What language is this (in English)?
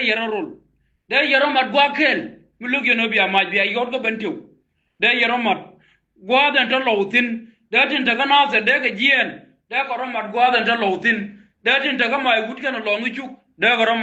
Nuer